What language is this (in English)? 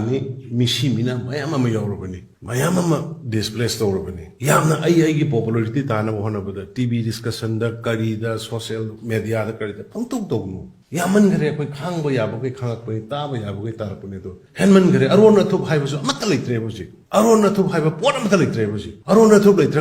Manipuri